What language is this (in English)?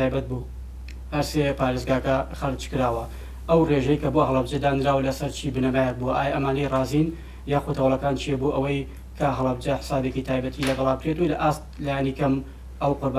Central Kurdish